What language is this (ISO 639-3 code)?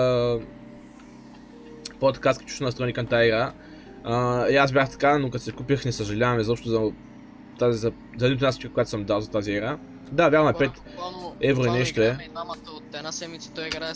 bul